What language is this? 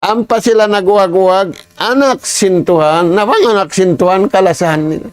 Tausug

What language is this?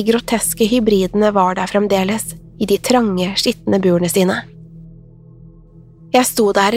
Norwegian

